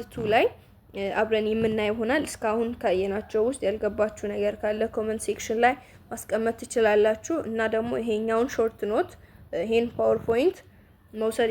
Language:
Amharic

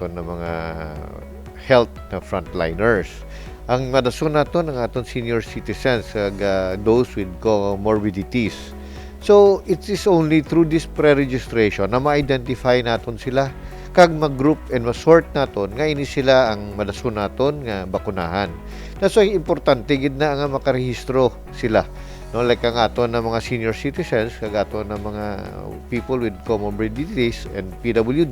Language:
Hiligaynon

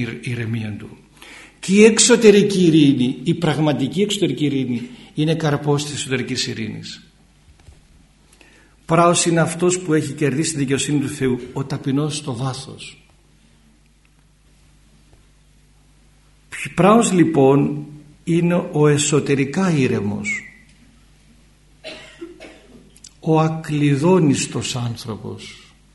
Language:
Greek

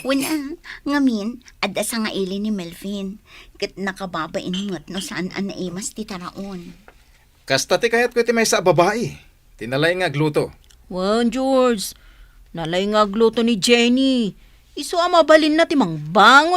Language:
Iloko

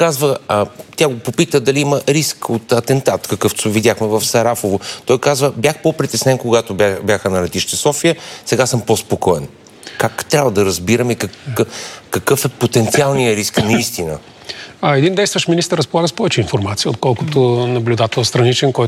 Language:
Bulgarian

